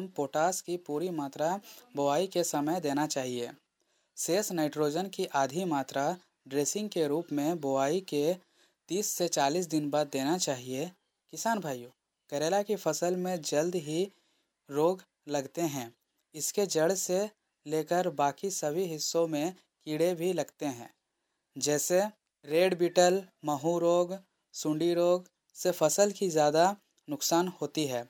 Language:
Hindi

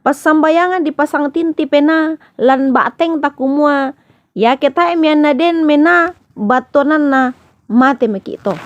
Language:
Toraja-Sa'dan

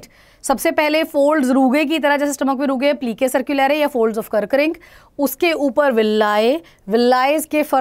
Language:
Hindi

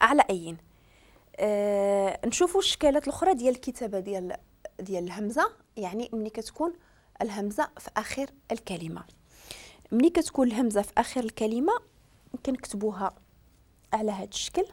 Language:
Moroccan Arabic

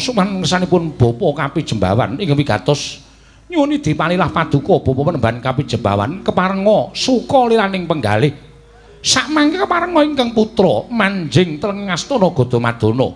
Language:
Javanese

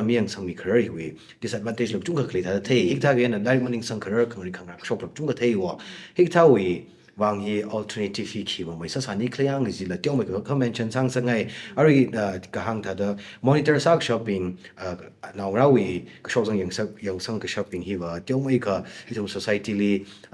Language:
Tangkhul Naga (India)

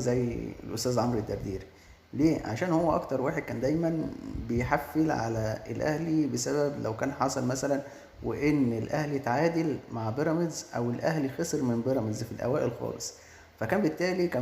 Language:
Egyptian Arabic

